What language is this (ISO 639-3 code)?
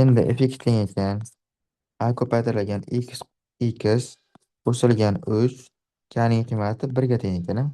uzb